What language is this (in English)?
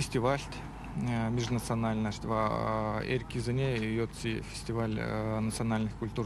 Erzya